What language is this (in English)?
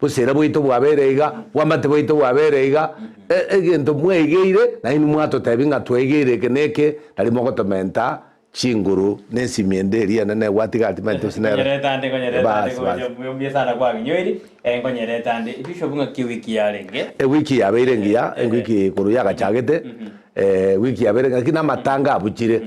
Gusii